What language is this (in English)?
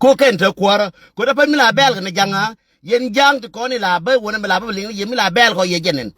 Nuer